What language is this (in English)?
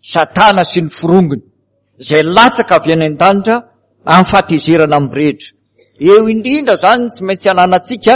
Malagasy